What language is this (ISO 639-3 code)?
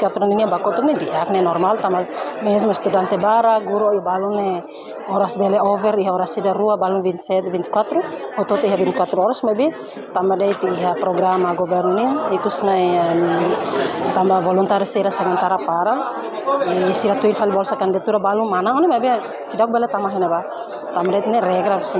tet